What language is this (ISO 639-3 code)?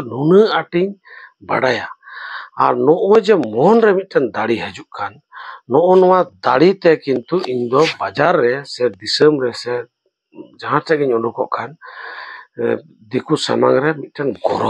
sat